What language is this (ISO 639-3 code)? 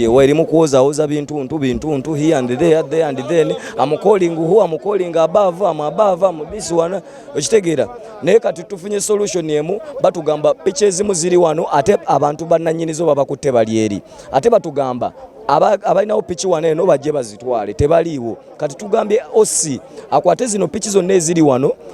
lug